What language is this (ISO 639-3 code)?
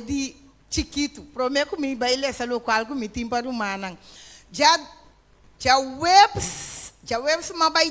pap